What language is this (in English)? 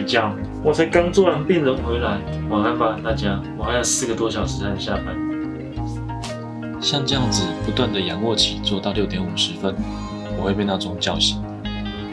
Chinese